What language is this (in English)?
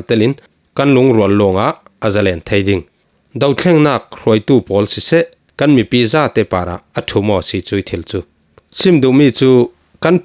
Falam Chin